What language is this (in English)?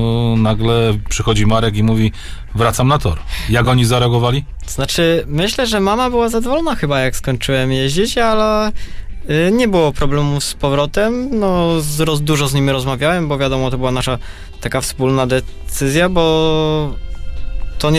Polish